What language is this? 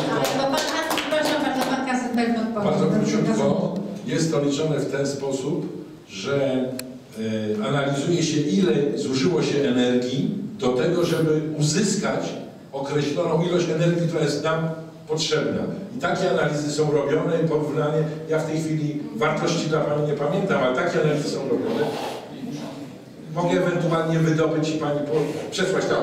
Polish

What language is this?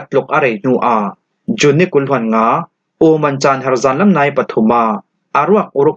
Falam Chin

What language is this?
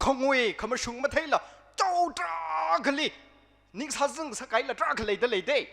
Tangkhul Naga (India)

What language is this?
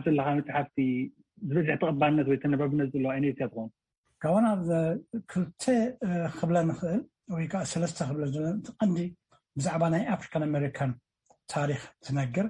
Tigrinya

